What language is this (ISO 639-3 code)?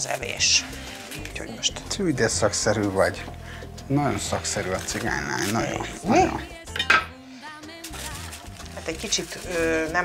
hun